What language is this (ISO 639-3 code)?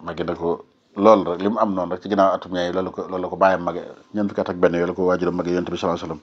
wol